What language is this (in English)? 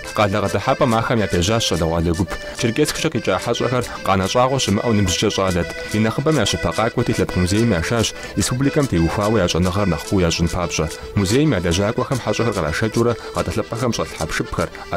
Kabardian